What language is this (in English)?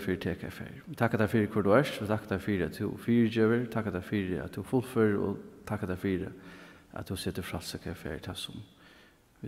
Faroese